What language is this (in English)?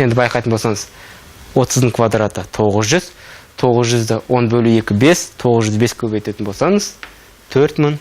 Kazakh